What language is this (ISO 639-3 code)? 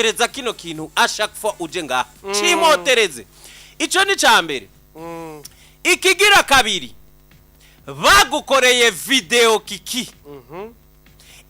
run